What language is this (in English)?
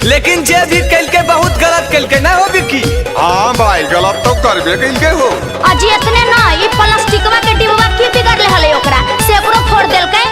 Magahi